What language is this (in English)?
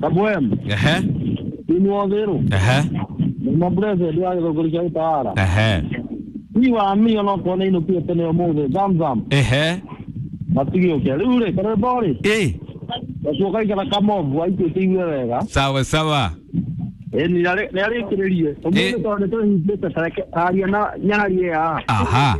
Kikuyu